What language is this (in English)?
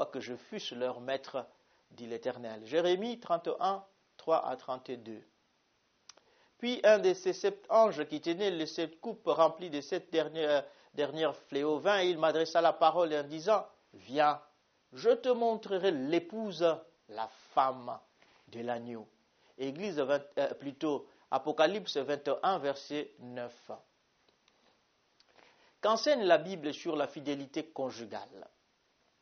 French